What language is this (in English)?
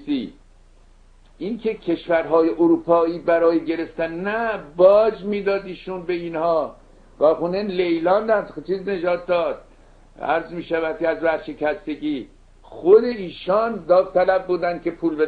Persian